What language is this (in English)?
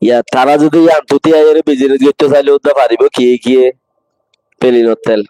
Rohingya